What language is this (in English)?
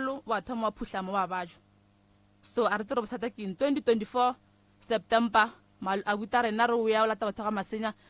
Northern Sotho